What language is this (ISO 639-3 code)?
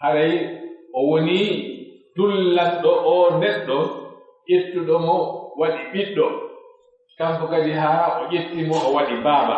fuf